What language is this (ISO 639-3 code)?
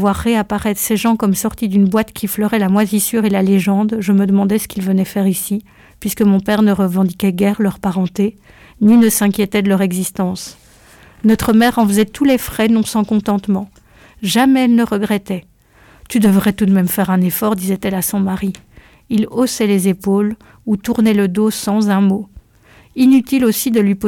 fra